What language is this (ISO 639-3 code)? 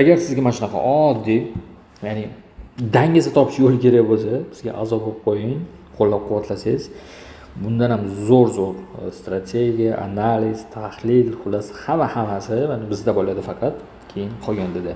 uzb